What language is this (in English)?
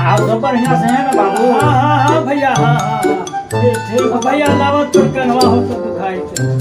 Magahi